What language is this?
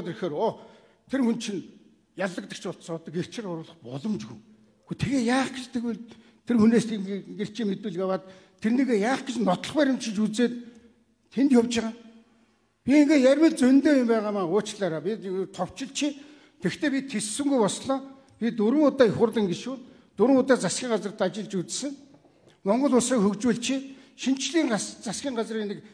Mongolian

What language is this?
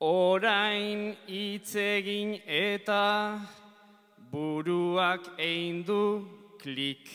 Basque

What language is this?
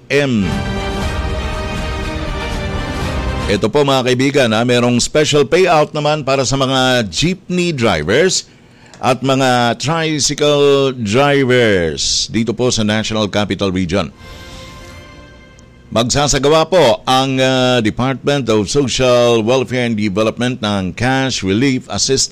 Filipino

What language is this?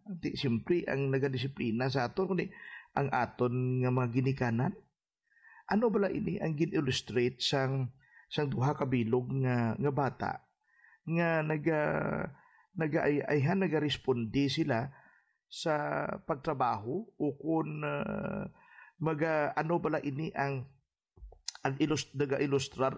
Hiligaynon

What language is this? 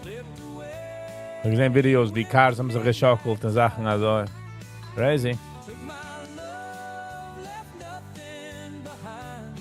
Yiddish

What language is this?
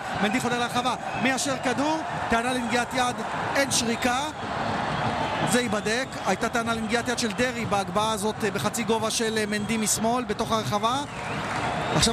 Hebrew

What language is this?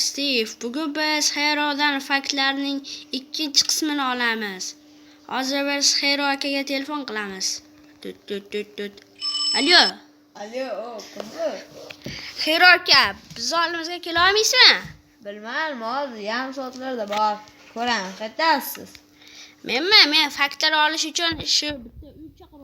Uzbek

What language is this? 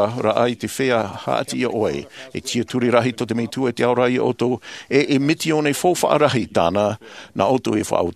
Tahitian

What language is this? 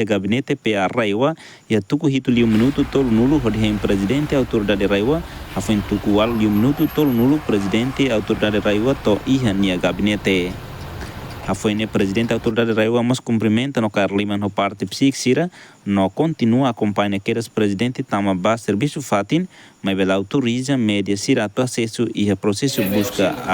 Tetum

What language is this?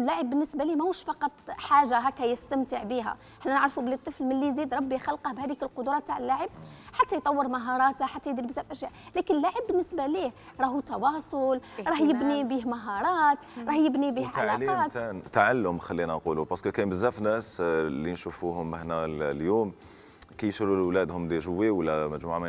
Algerian Arabic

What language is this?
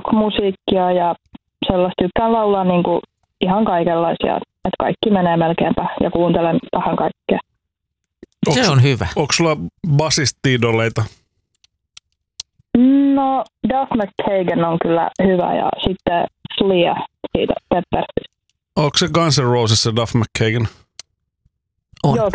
Finnish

